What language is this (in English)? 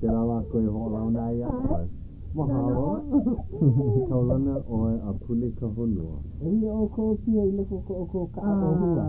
Hawaiian